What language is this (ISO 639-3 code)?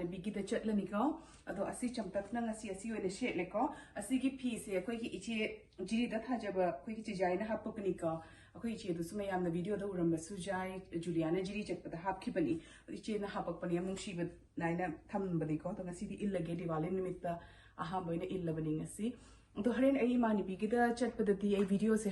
mni